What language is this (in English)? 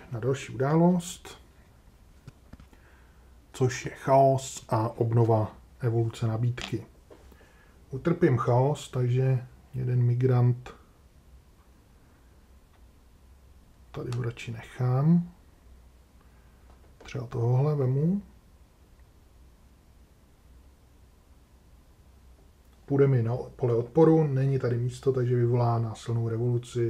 Czech